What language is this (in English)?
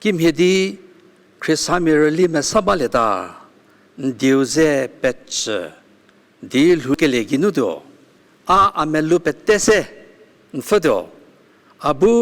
Angami Naga